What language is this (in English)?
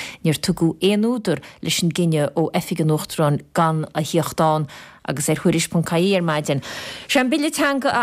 Irish